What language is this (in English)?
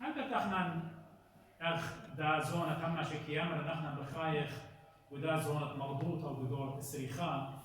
Assyrian Neo-Aramaic